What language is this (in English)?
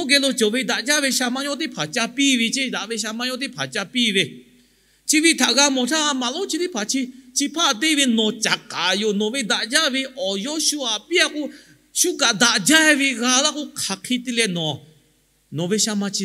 Lahu